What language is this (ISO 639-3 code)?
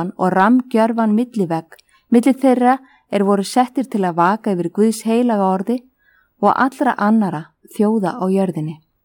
isl